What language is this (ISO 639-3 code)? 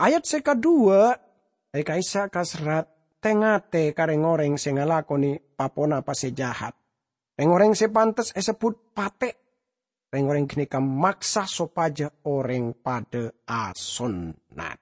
mad